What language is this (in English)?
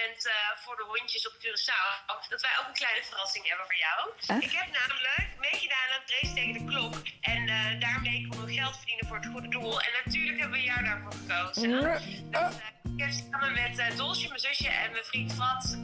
Dutch